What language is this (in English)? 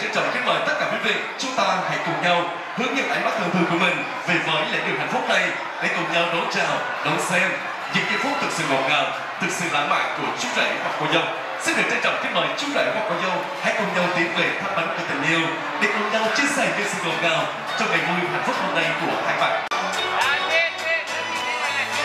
Vietnamese